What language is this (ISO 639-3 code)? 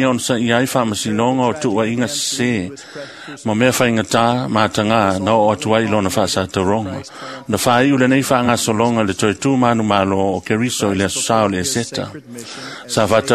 smo